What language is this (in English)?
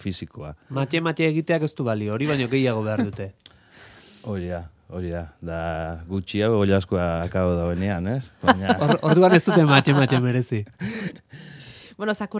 Basque